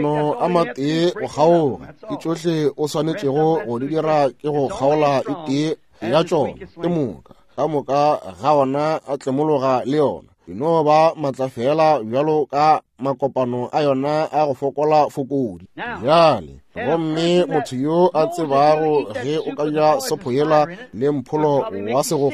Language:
Northern Sotho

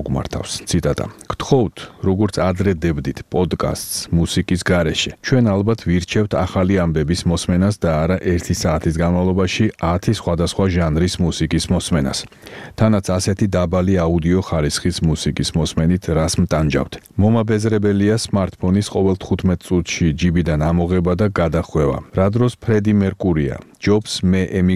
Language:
Georgian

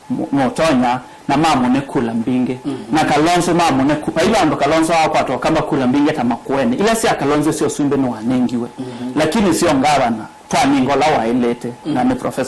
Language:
Kamba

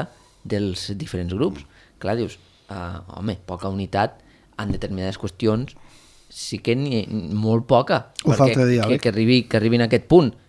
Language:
Catalan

